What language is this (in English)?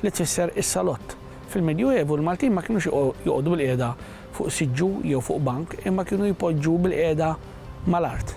Maltese